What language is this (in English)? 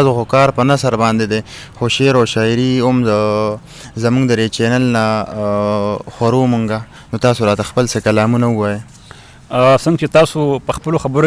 Pashto